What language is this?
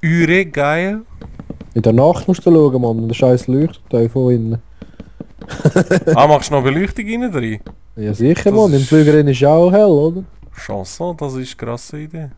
Swiss German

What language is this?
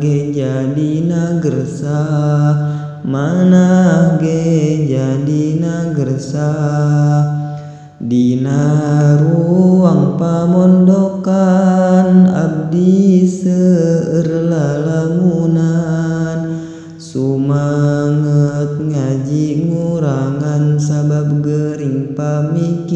Sundanese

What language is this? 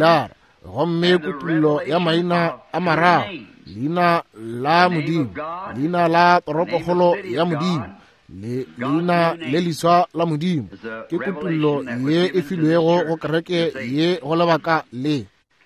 Northern Sotho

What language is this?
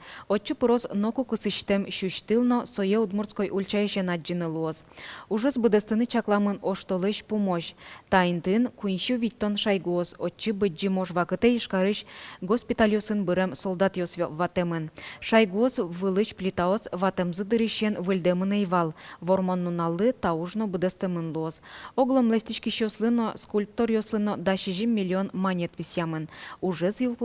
Udmurt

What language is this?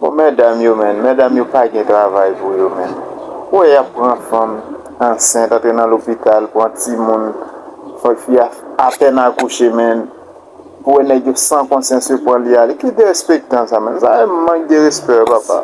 Haitian Creole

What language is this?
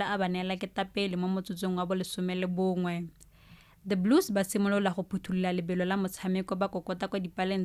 Tswana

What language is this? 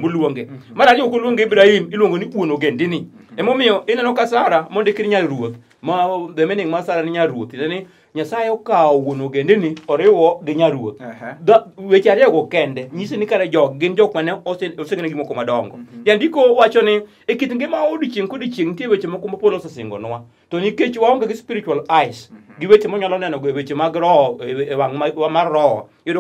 Luo (Kenya and Tanzania)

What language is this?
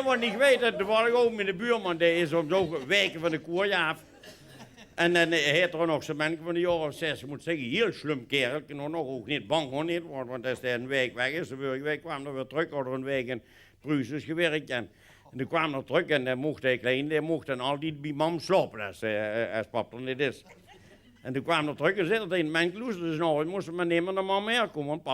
Limburgish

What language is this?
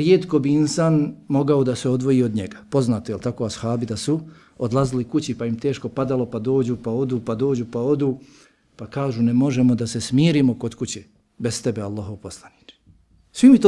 Bosnian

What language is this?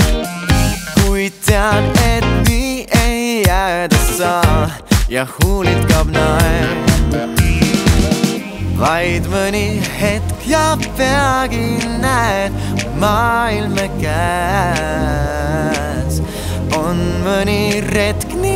Estonian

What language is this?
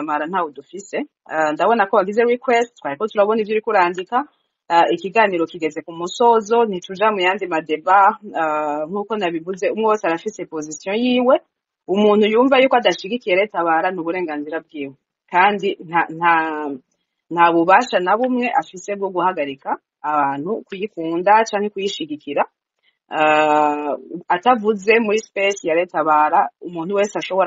Rundi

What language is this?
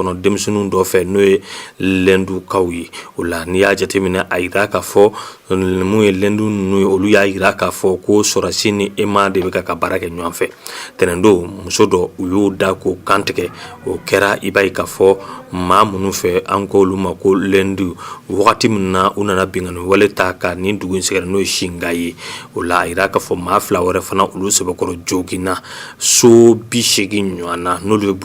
Bambara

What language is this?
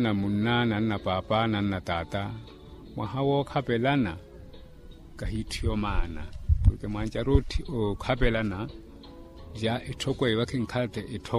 Makhuwa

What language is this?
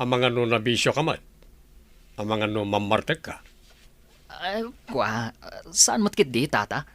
Iloko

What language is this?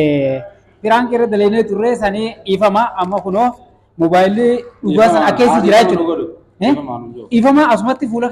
Oromo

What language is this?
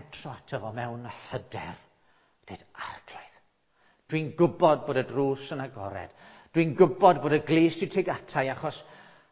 Welsh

